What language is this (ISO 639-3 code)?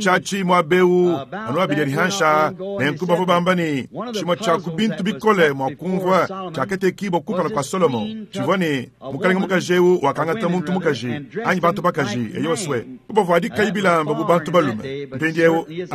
lua